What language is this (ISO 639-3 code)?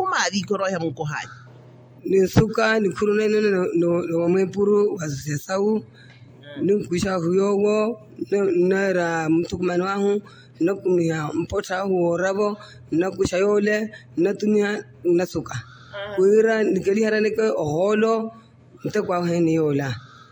vmw